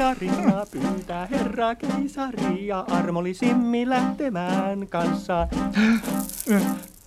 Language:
Finnish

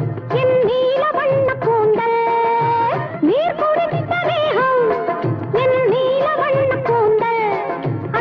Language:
Tamil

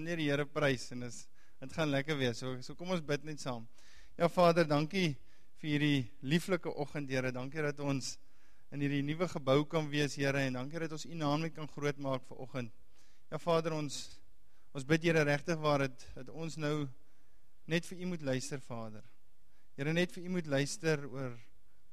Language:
Afrikaans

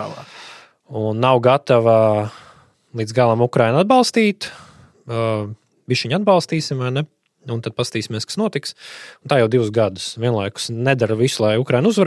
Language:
Latvian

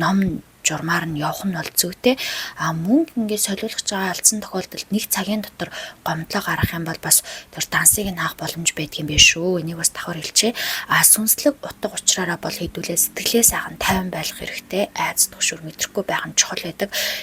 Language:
Mongolian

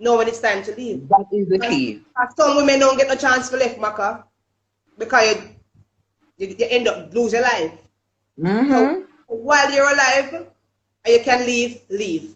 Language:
Jamaican Creole English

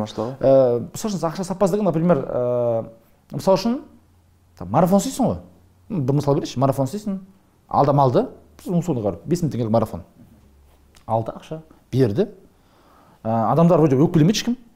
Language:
Kazakh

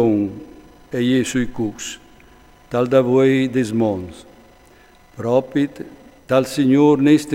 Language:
Friulian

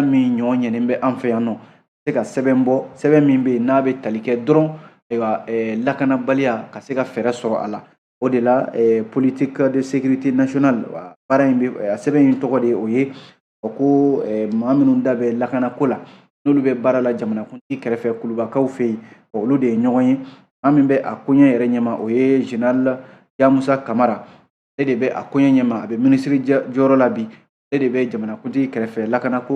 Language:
Bambara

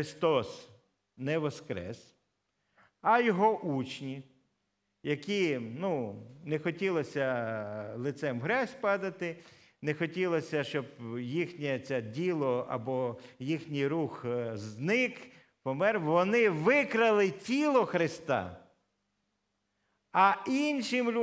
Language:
Ukrainian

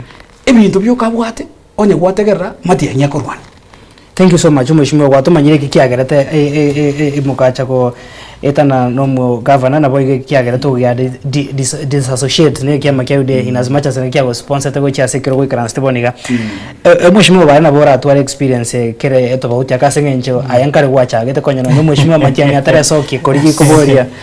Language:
Gusii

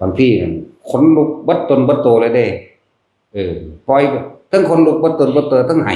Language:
Northeastern Thai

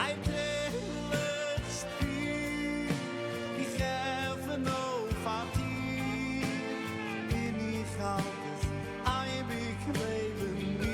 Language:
Yiddish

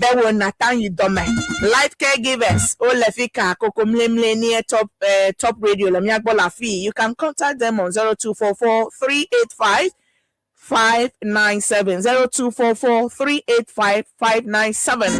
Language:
Ewe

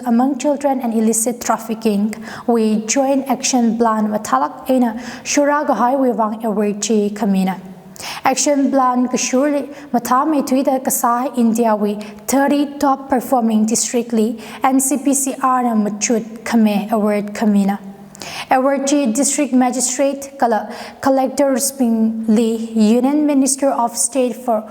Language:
Tangkhul Naga (India)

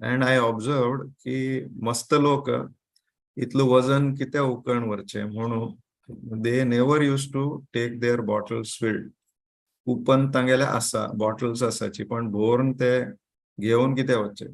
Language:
Konkani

